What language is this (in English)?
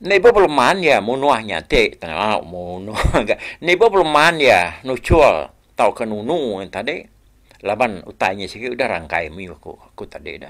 Iban